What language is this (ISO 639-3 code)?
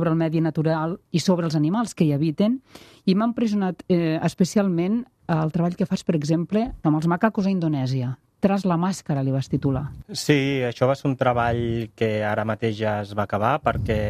cat